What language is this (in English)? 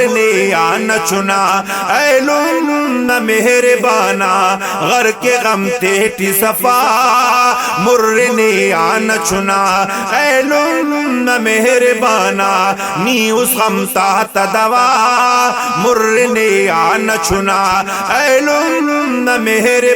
Brahui